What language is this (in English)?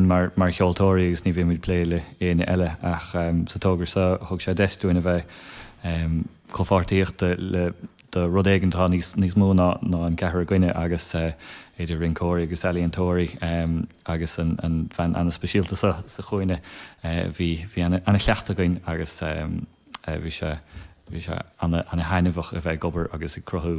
Irish